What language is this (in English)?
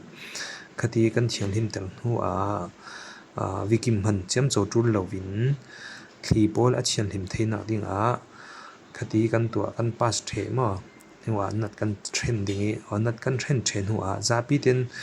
Falam Chin